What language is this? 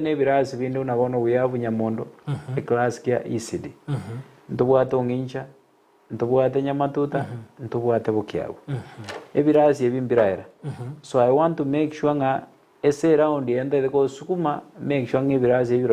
Gusii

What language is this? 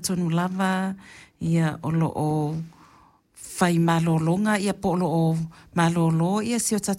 Samoan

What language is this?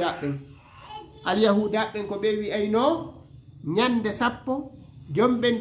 Fula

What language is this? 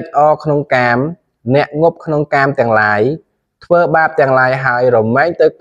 Khmer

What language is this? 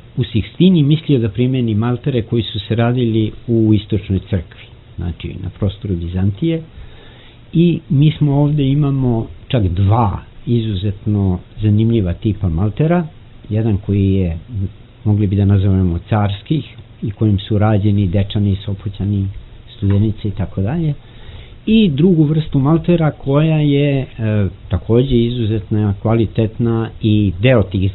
Serbian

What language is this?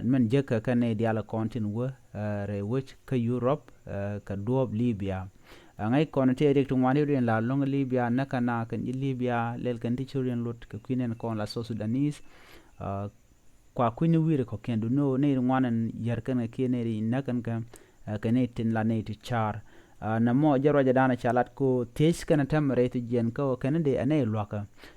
Nuer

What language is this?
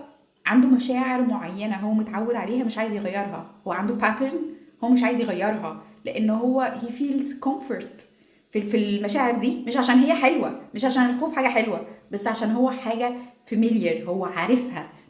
Egyptian Arabic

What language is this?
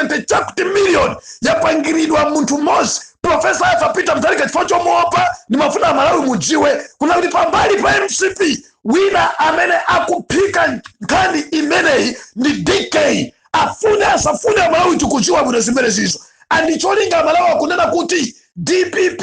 Nyanja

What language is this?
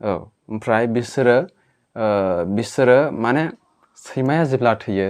Bodo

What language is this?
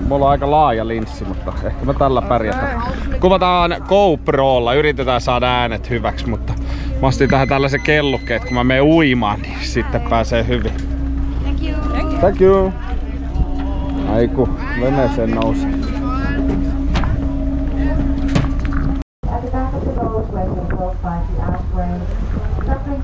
Finnish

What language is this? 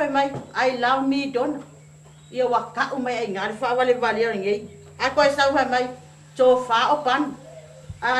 Samoan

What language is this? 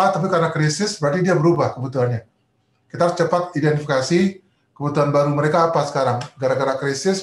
Indonesian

